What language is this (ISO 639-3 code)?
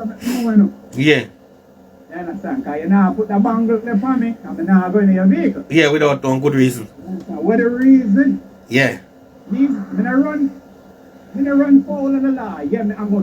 jam